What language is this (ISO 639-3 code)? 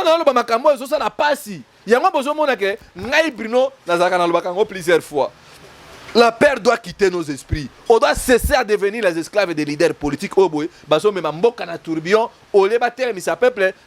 lin